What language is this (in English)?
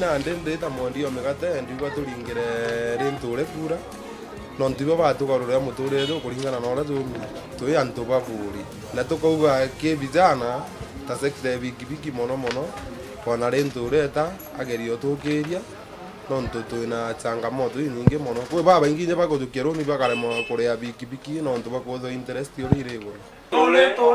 Meru